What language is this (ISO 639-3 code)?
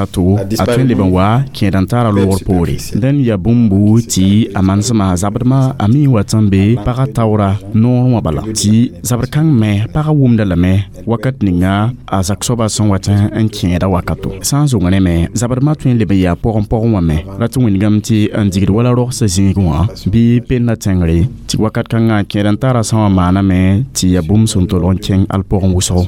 mos